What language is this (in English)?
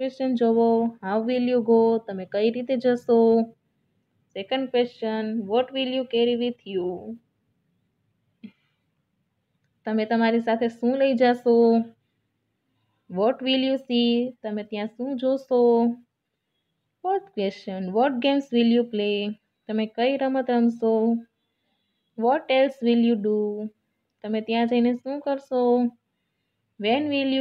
Gujarati